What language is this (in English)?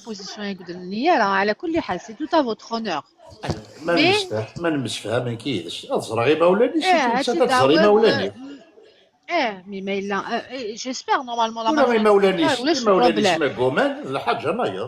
Kabyle